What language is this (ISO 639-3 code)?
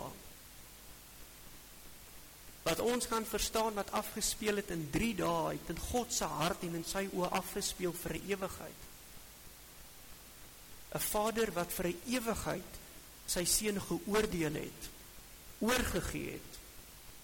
afr